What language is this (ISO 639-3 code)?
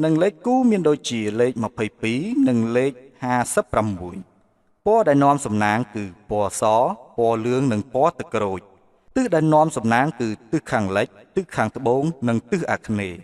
khm